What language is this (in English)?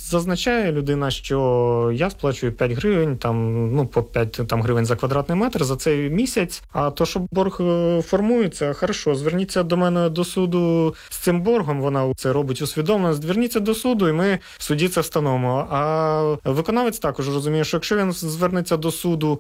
Ukrainian